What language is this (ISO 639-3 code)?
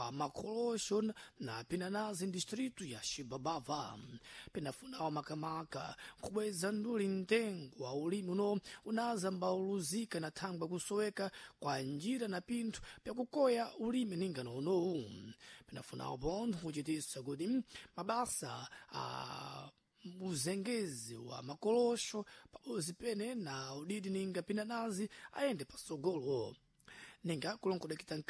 seh